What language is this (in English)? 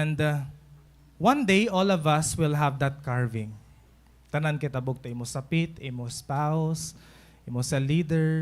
Waray